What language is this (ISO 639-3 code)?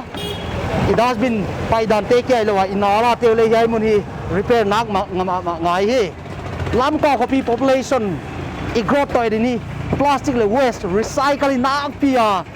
pck